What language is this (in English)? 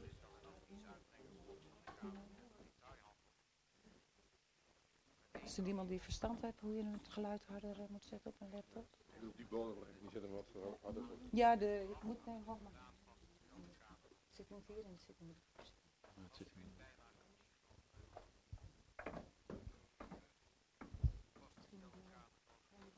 Dutch